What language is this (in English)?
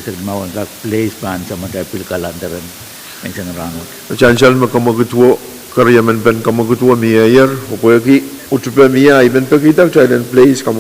Pohnpeian